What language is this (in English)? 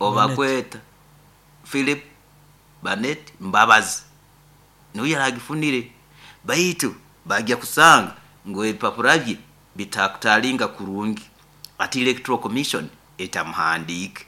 Nyoro